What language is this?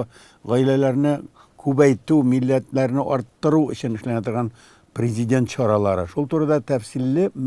Tatar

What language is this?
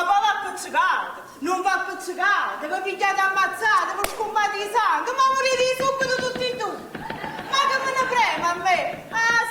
Neapolitan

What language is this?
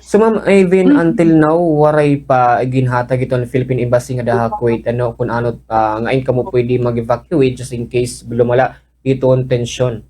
Waray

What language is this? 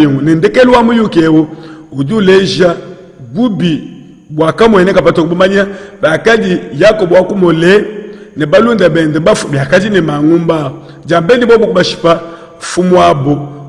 Luba-Lulua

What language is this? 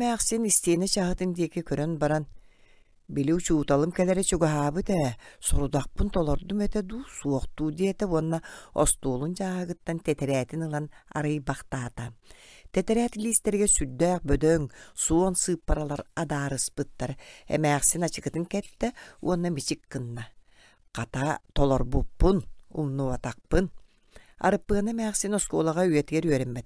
Yakut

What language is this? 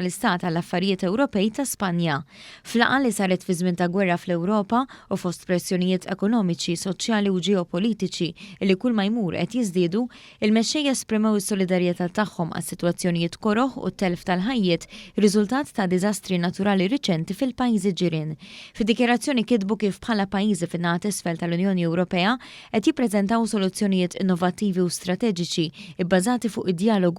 Maltese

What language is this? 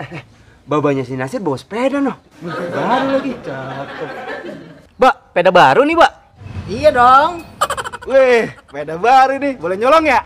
Betawi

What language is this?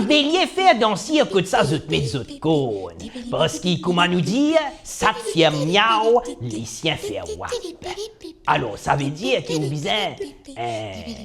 Morisyen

